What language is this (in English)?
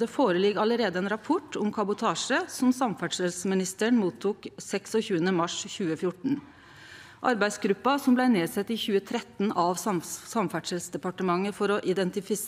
Norwegian